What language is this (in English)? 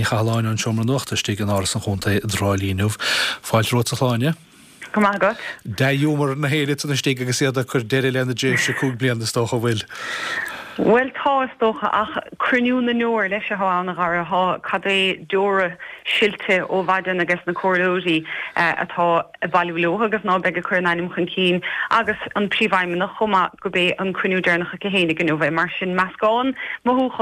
Irish